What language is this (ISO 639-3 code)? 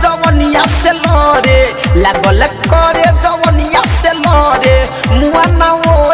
bho